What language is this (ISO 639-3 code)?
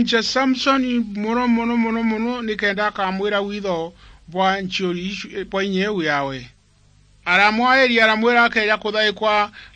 mer